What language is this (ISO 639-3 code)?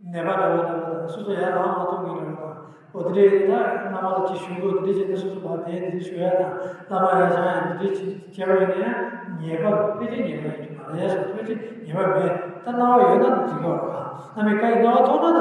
bod